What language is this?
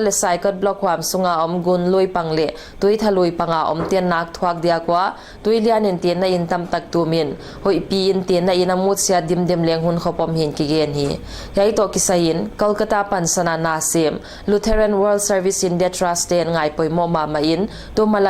Paite Chin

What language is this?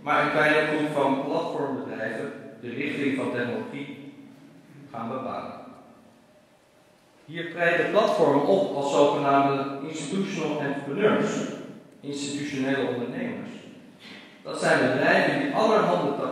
Dutch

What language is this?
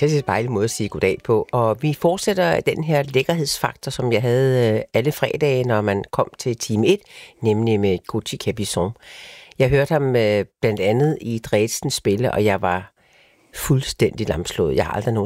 Danish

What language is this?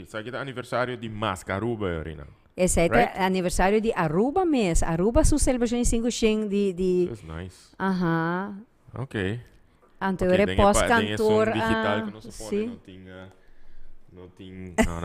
Papiamento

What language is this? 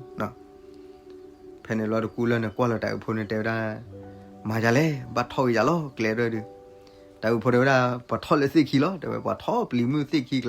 S'gaw Karen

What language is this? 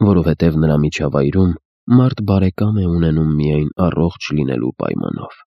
Armenian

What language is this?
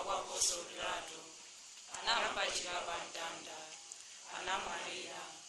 Nyanja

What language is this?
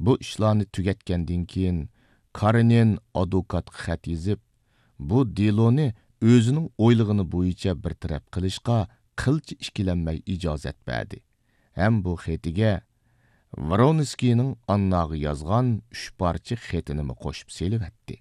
Uyghur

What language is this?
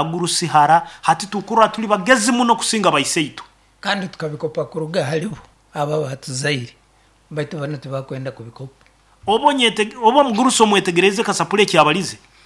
Nyoro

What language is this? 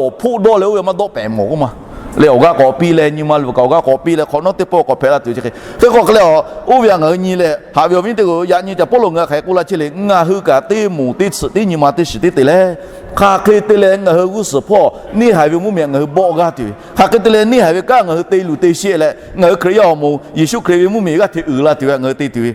Lahu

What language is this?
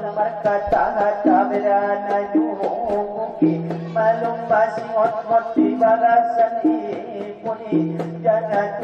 Batak Angkola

